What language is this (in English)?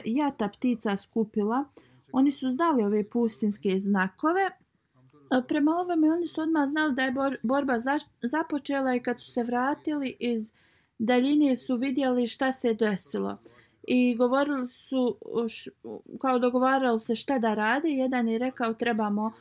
Bosnian